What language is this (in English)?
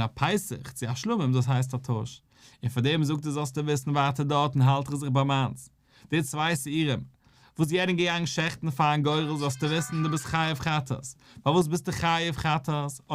Yiddish